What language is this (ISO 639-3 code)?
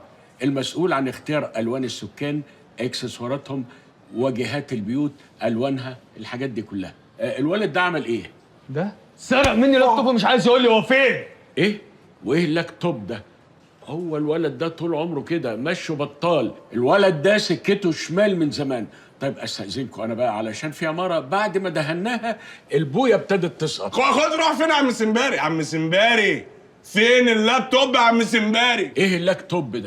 arz